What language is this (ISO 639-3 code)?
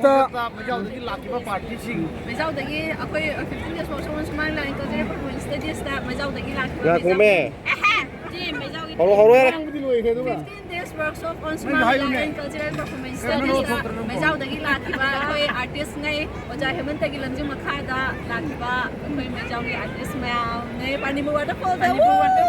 mni